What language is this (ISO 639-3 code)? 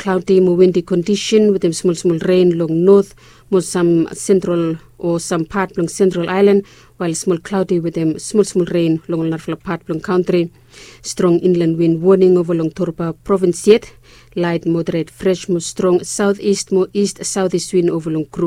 bis